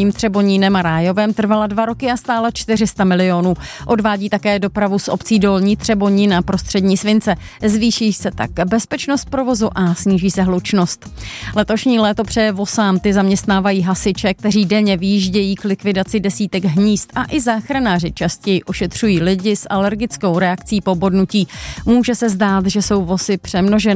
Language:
Czech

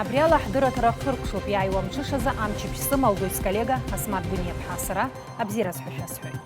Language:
Abkhazian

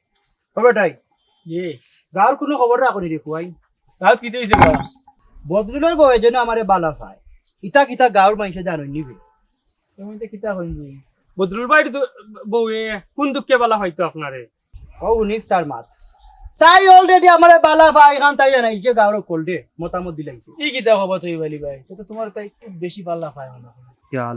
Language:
Sylheti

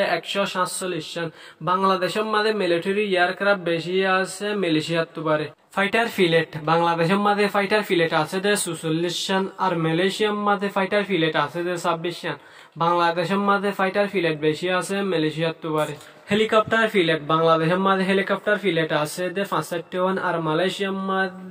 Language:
Rohingya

